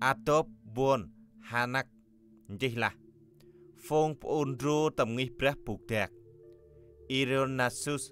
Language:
Central Mnong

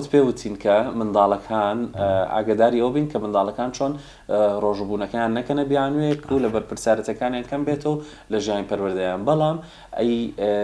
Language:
Central Kurdish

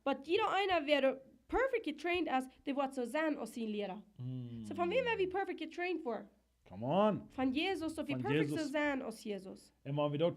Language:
Plautdietsch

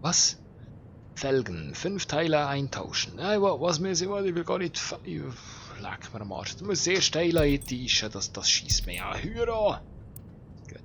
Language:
Swiss German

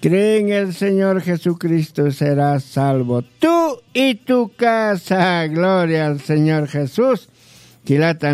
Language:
Aymara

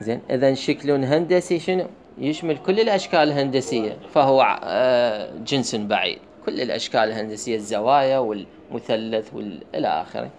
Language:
Mesopotamian Arabic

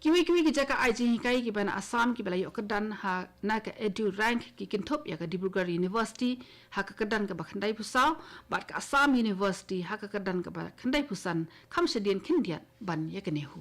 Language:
Khasi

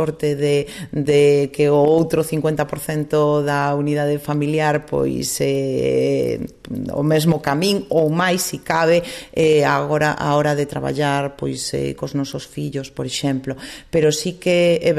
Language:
Galician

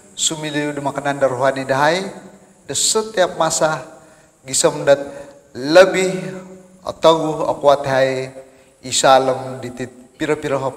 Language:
Central Dusun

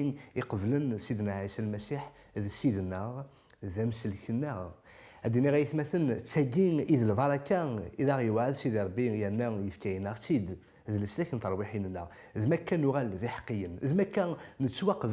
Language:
Kabyle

